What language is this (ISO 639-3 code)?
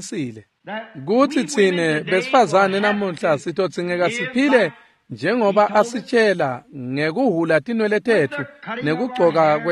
ssw